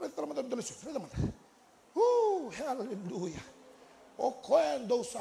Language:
Fijian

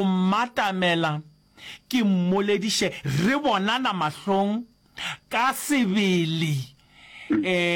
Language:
Northern Sotho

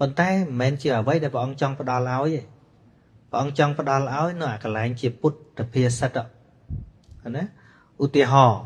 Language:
Khmer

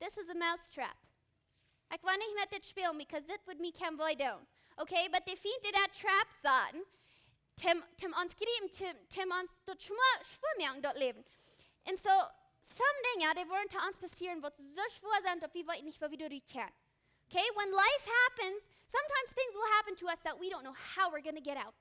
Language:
Plautdietsch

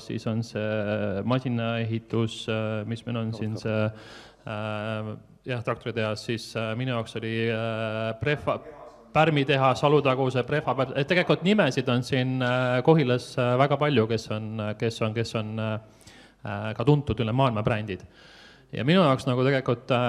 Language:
Estonian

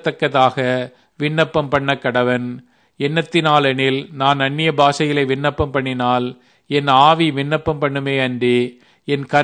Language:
Tamil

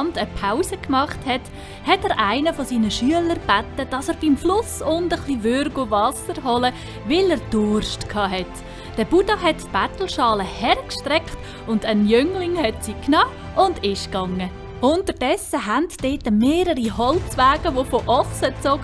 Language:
Swiss German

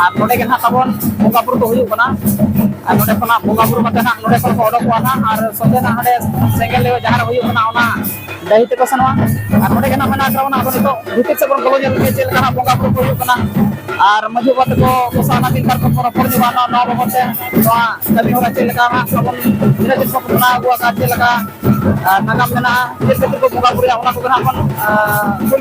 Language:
Santali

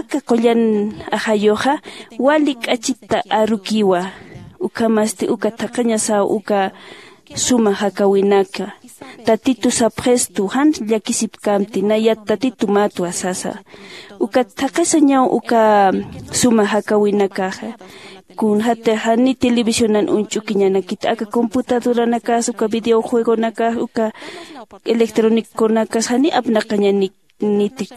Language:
Aymara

